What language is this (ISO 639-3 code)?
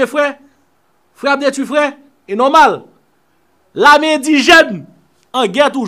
hat